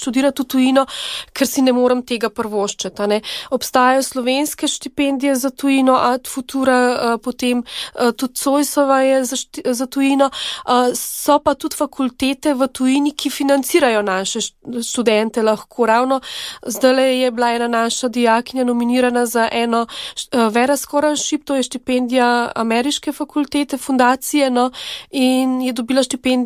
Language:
Slovenian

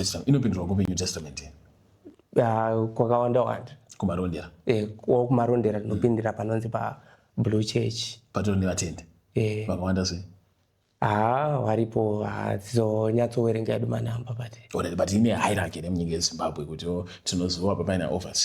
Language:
Shona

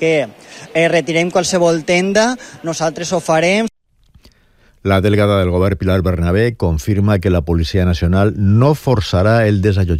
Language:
Catalan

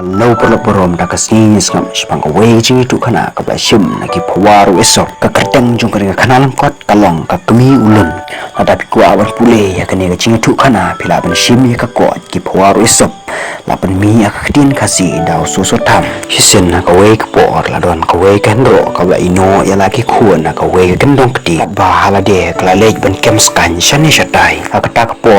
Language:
Khasi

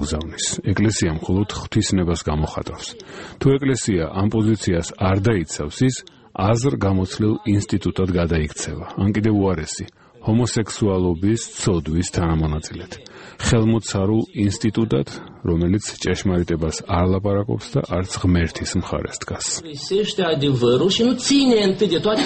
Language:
Georgian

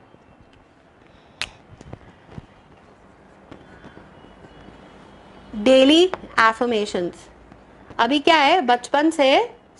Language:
Hindi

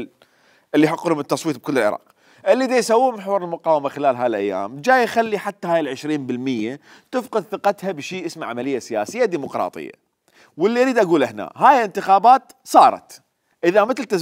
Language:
Mesopotamian Arabic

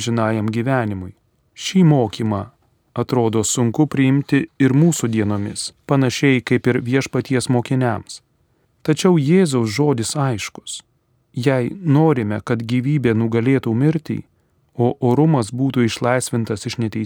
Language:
Lithuanian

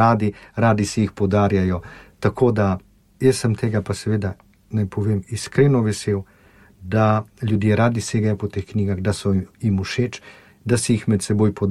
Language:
Slovenian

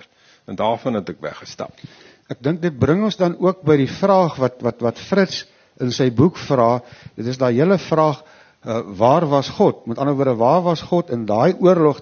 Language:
Afrikaans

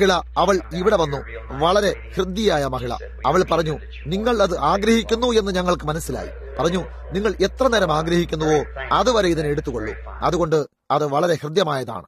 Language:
Malayalam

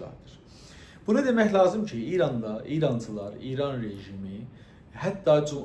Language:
South Azerbaijani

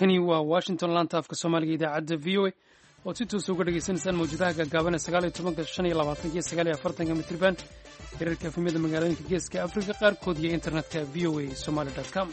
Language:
Somali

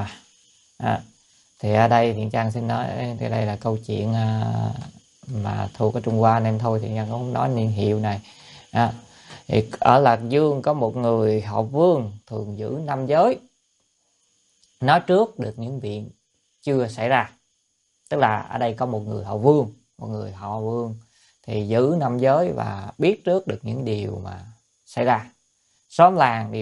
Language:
Vietnamese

